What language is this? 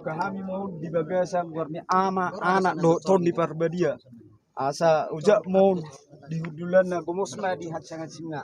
Batak Toba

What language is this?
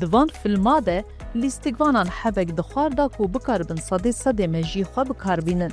Kurdish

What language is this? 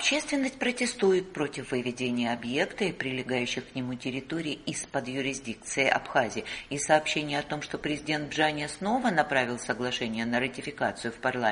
Russian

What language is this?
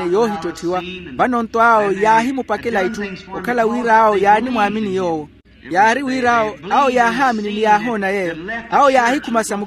Makhuwa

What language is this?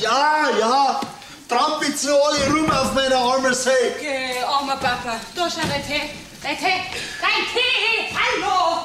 Bavarian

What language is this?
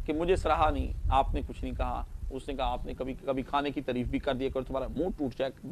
Urdu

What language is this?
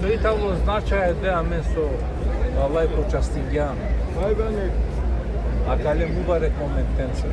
Balkan Romani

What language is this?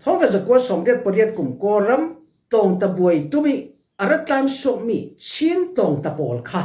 Falam Chin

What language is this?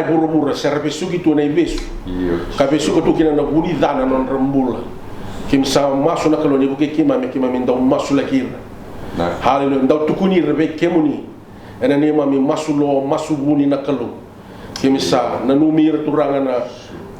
Fijian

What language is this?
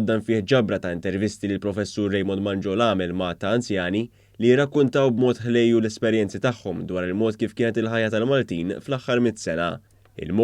Maltese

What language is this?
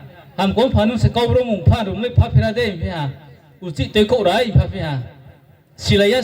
Riang (India)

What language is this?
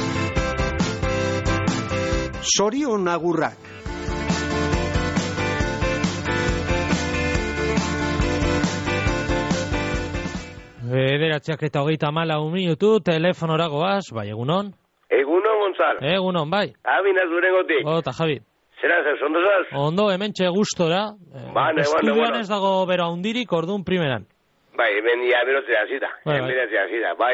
Basque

